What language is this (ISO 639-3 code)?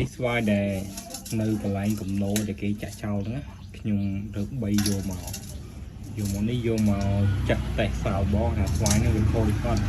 khm